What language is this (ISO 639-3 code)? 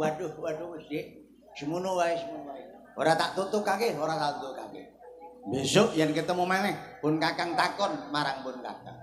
jav